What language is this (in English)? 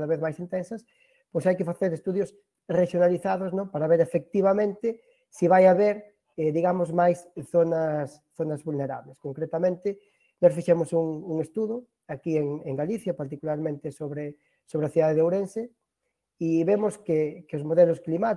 Galician